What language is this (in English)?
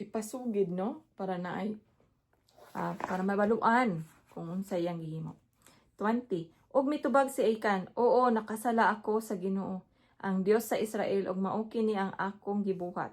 Cebuano